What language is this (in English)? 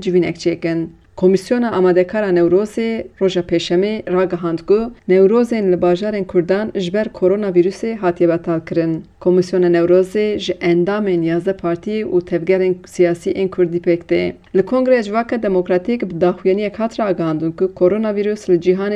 Kurdish